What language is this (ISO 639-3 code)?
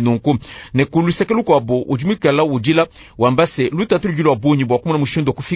lua